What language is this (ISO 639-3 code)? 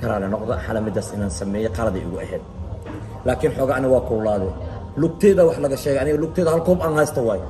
som